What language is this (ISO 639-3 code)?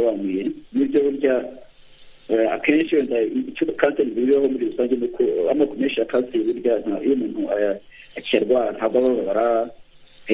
kin